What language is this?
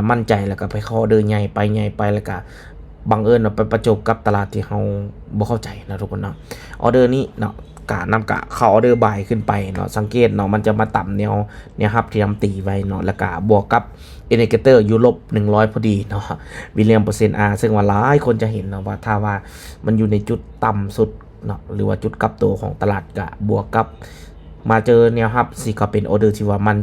Lao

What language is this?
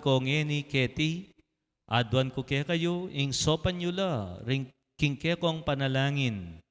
Pampanga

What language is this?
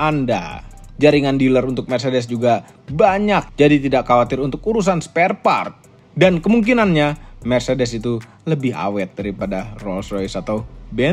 Indonesian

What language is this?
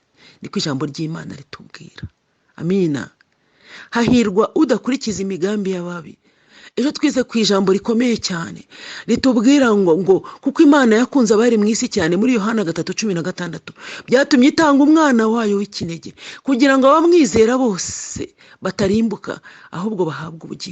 Kinyarwanda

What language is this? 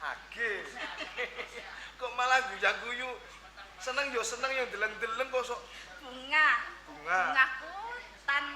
Javanese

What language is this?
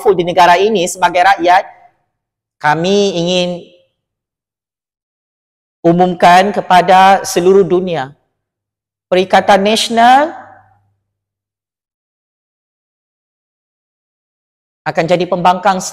Malay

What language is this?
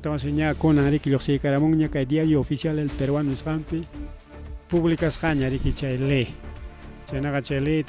Ayacucho Quechua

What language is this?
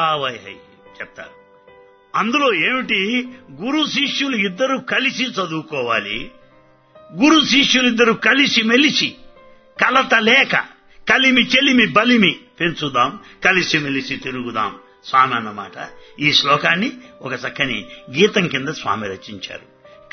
Telugu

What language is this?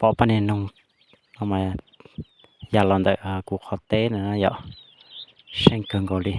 Hmong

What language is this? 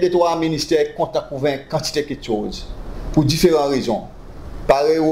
Seselwa Creole French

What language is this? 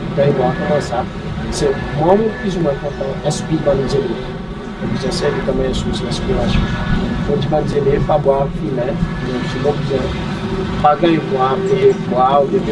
Seselwa Creole French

